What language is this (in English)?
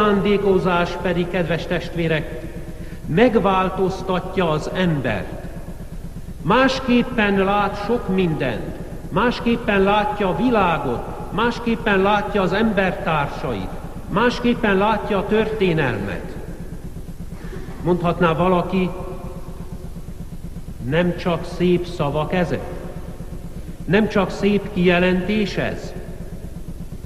Hungarian